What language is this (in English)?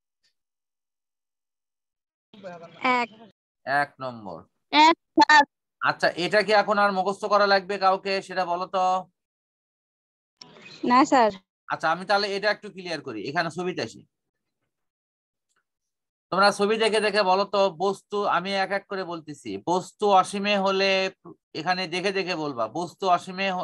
Bangla